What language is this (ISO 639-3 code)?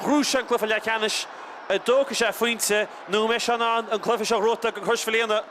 gle